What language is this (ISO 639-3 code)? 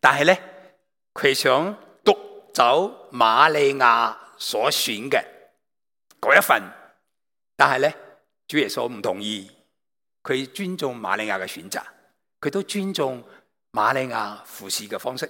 yue